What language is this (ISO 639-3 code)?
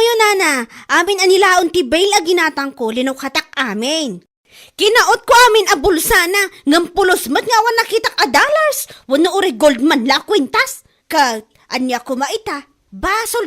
ilo